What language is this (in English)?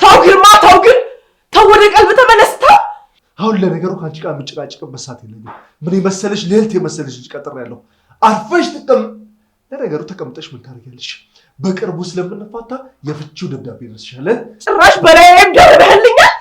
Amharic